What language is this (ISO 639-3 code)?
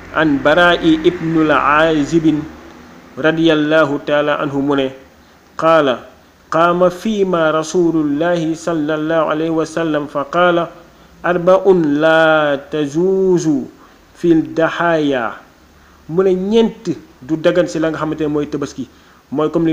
wol